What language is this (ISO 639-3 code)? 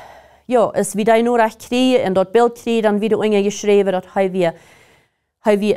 pdt